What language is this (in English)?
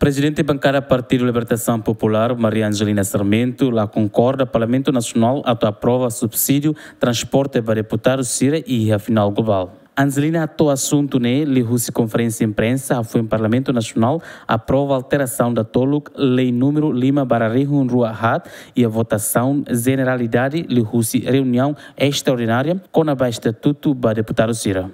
Tetum